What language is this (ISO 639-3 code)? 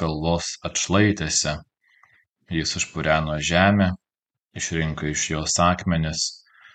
lit